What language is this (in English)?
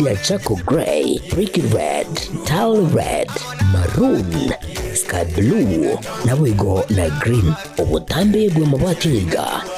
Gusii